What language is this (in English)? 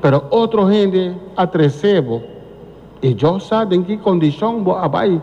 Papiamento